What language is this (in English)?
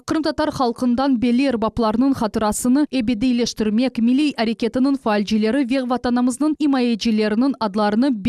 Crimean Tatar